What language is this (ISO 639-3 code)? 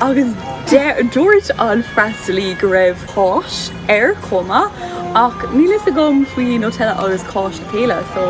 gle